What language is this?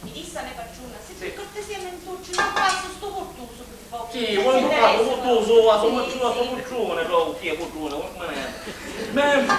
Sicilian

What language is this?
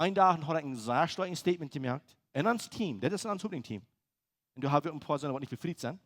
Plautdietsch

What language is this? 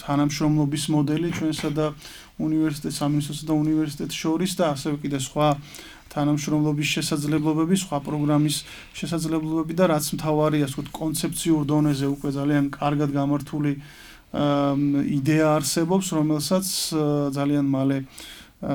Georgian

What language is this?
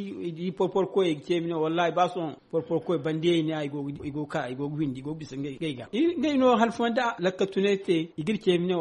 Zarma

